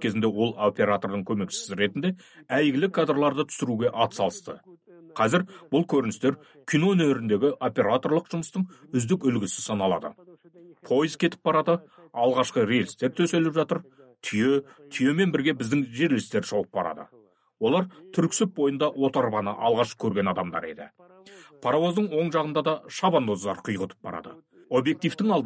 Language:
Kazakh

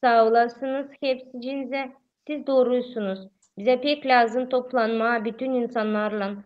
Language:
Gagauz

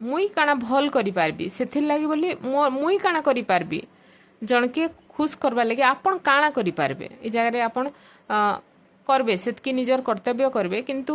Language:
Odia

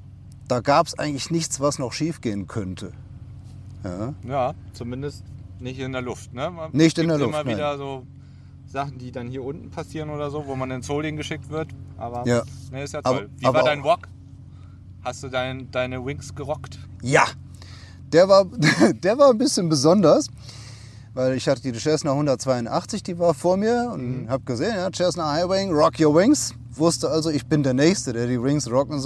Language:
German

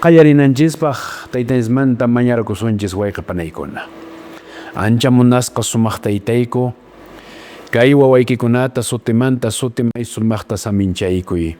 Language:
Quechua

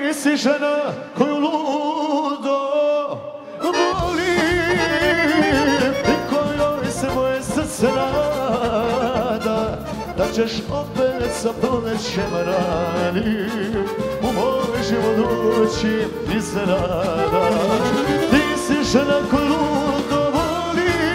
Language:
Serbian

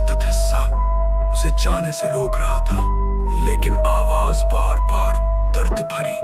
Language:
Hindi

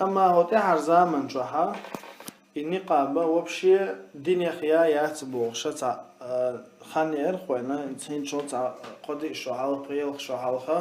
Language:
Chechen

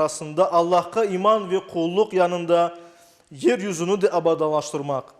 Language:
Crimean Tatar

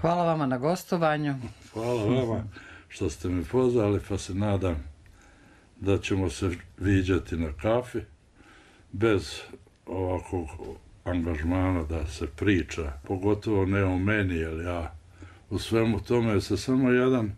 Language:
Bosnian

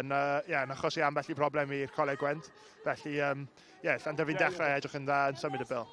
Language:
Welsh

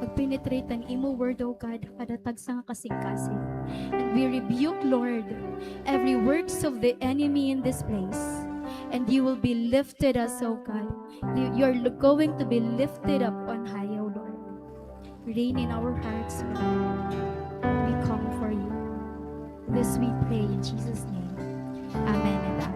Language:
Waray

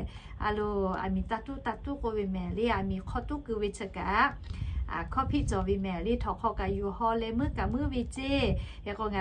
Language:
Lahu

